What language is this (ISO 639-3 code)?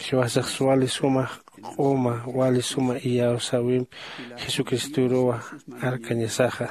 aym